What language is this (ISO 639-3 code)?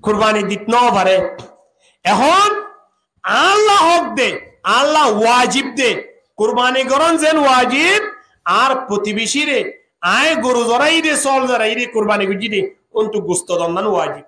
rhg